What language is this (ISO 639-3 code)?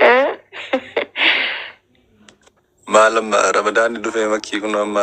orm